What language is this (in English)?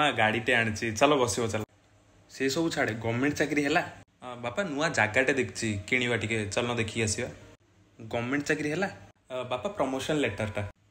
Odia